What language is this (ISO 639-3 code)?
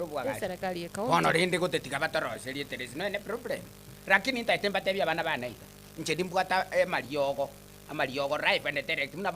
guz